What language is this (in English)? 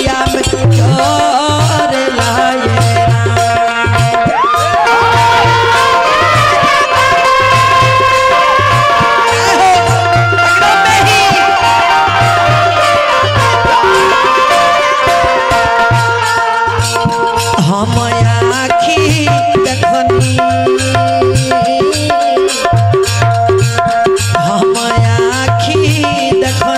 Bhojpuri